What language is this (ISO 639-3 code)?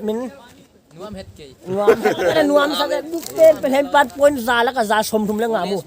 pck